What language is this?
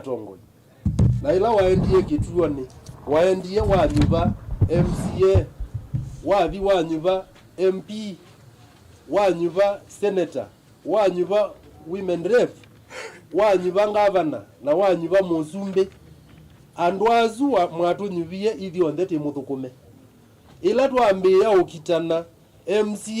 Kamba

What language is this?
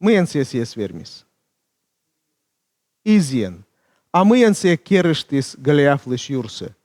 Komi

